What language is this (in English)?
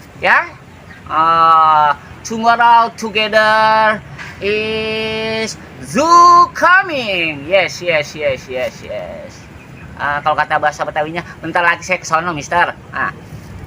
Betawi